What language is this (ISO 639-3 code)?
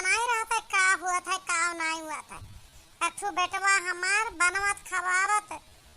awa